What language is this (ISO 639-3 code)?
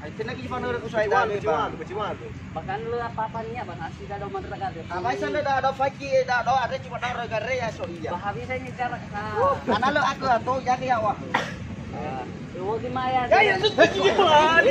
nia